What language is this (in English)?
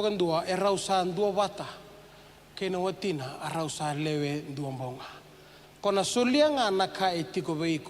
Fijian